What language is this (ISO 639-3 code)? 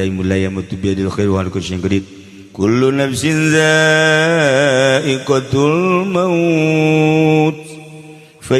sun